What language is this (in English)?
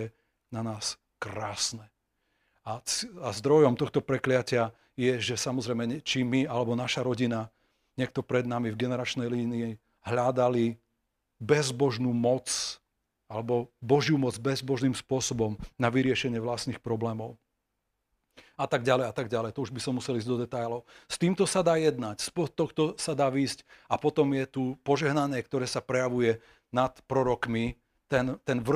Slovak